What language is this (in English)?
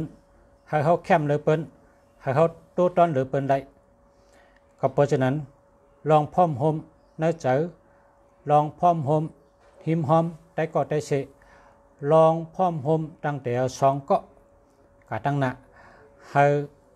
Shan